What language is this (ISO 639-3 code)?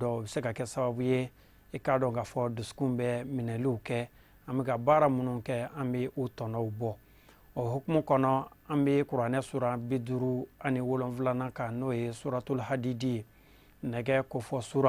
bam